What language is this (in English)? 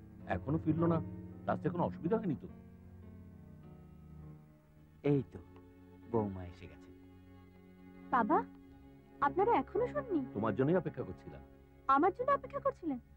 Bangla